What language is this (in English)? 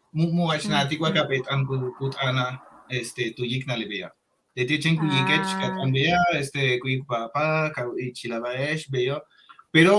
Yucateco